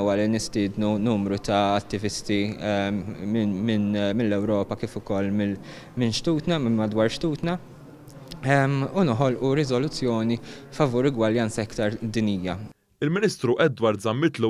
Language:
Maltese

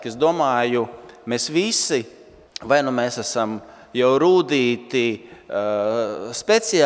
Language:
Latvian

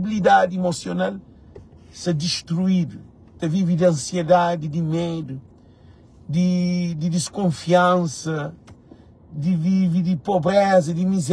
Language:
Kabuverdianu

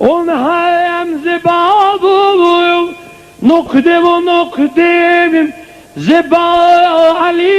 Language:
South Azerbaijani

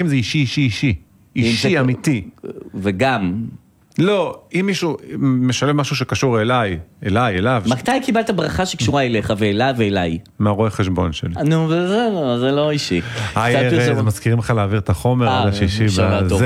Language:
Hebrew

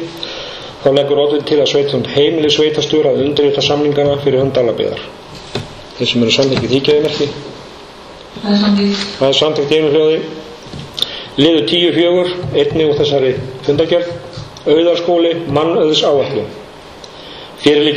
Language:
Icelandic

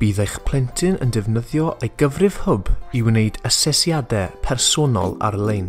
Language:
Welsh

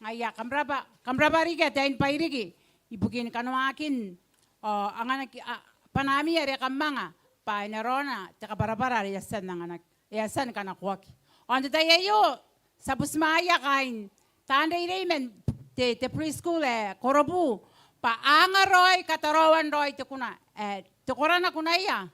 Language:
Gilbertese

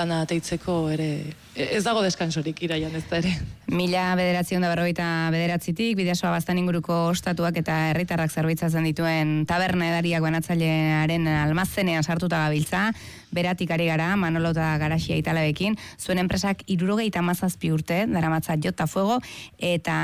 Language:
Basque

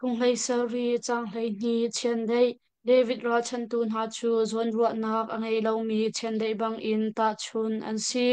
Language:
Hakha Chin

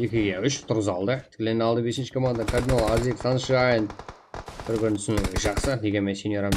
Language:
Kara-Kalpak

